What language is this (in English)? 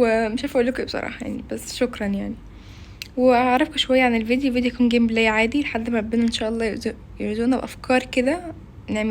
Egyptian Arabic